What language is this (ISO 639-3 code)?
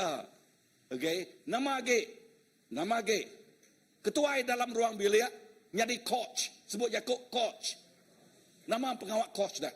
iba